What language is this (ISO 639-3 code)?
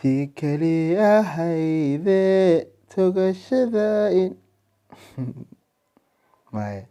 som